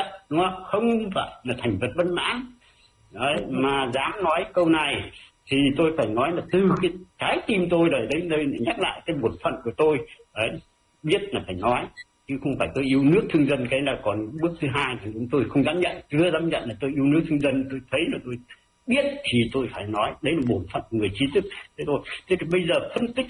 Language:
Vietnamese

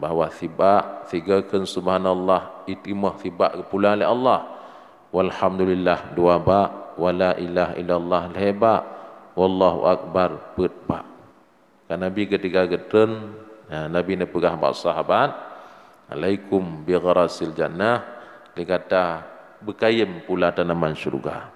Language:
Achinese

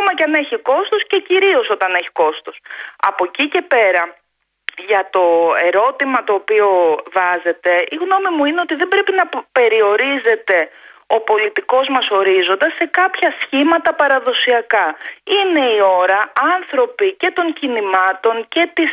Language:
Greek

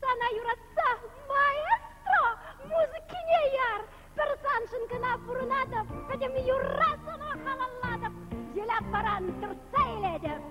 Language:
Chuvash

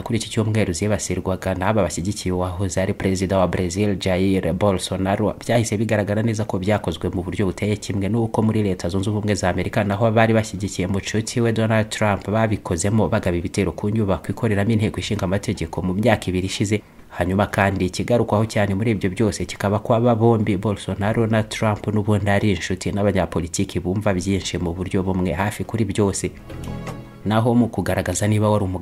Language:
Kinyarwanda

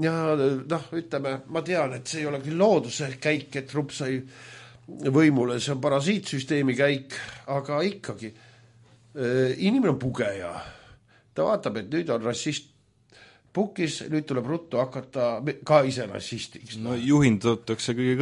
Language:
Estonian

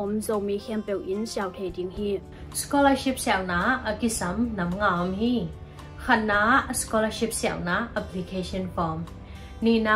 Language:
Tedim Chin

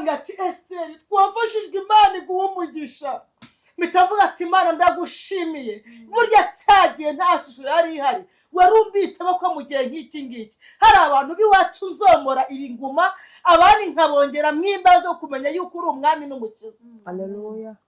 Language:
Kinyarwanda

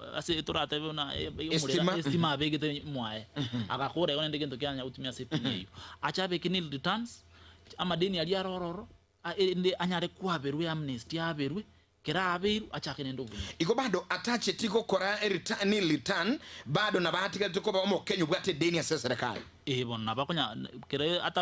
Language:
Gusii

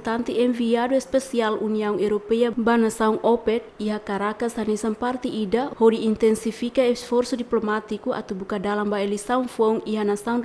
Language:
Tetum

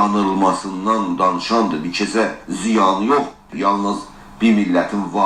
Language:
South Azerbaijani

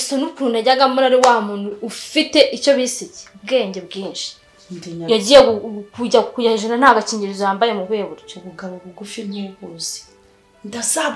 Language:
Kinyarwanda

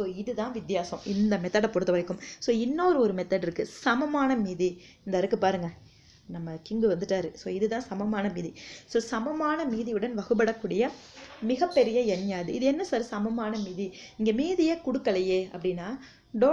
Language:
Tamil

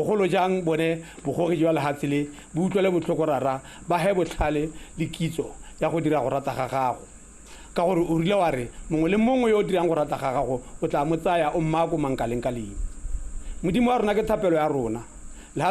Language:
Tswana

